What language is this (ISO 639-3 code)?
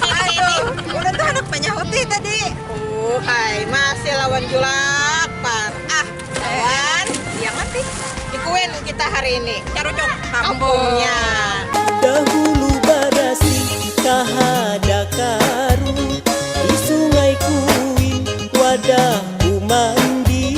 bjn